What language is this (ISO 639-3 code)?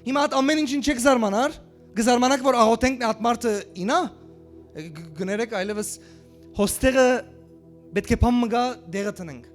hyw